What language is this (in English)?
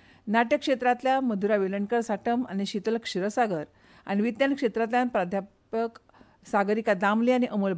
Konkani